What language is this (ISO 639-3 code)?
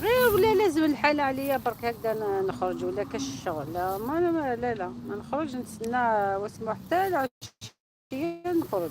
arq